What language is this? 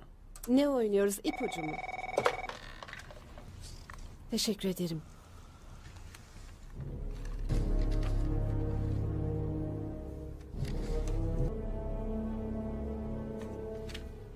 Turkish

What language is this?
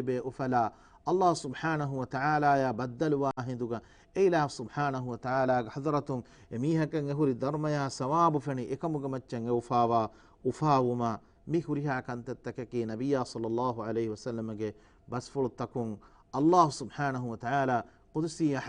Divehi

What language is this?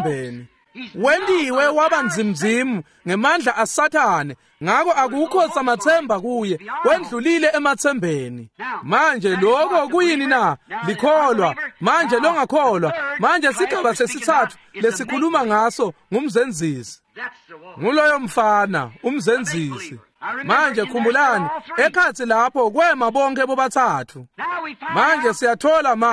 Swati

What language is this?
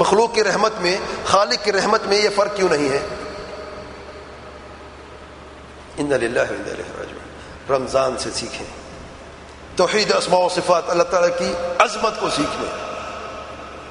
Urdu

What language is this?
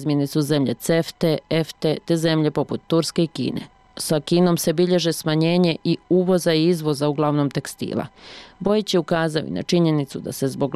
Bosnian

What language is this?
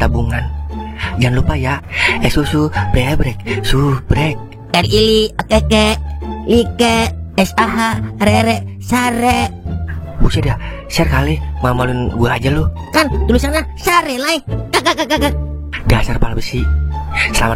Betawi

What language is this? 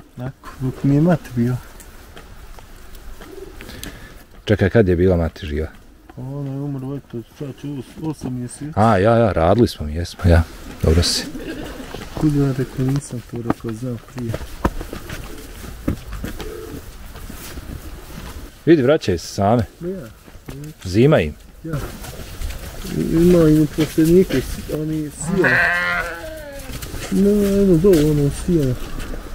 Bosnian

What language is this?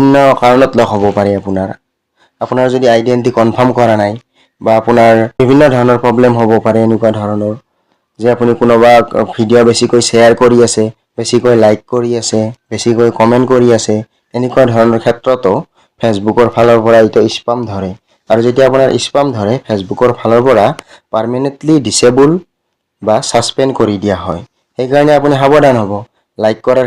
Assamese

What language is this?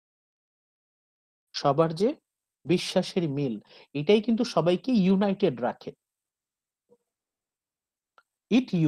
Bangla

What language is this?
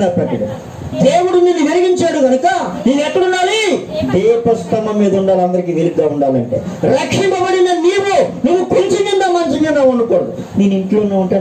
Telugu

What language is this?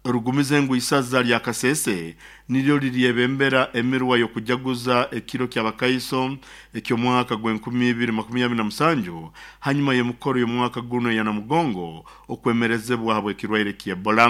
Nyoro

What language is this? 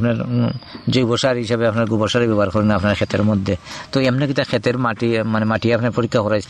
Bangla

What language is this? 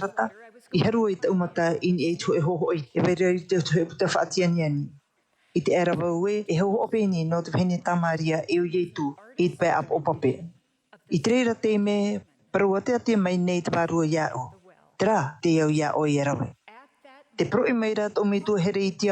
Tahitian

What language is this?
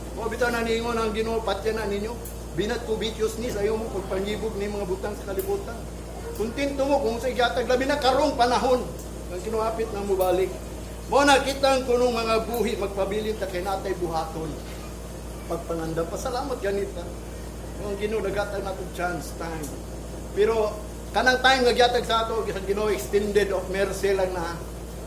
Cebuano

